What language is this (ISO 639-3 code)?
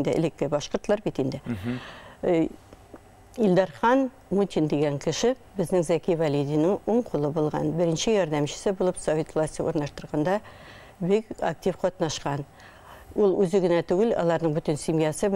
bak